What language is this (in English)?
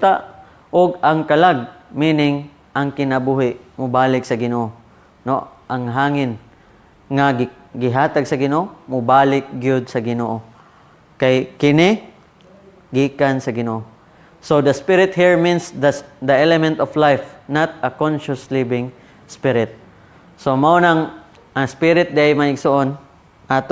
Cebuano